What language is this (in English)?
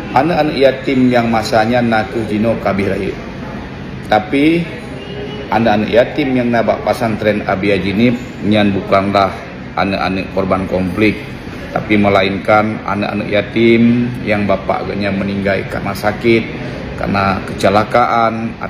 Achinese